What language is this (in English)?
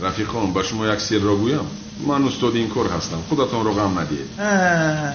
Tajik